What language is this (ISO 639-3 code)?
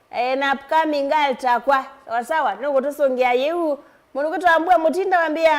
kam